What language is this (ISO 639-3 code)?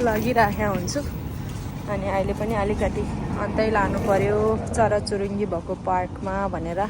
nep